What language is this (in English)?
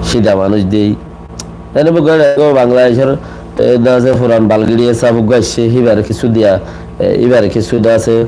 Rohingya